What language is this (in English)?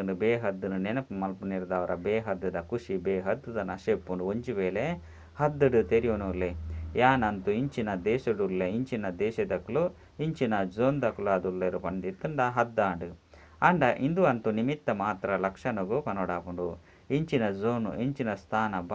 Tulu